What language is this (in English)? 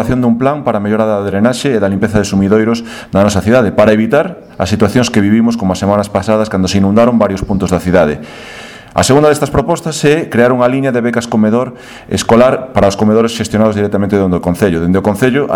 Galician